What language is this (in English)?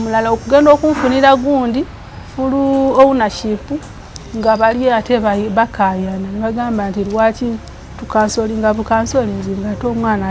Ganda